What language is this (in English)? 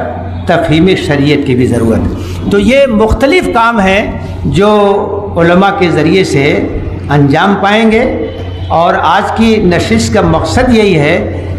Urdu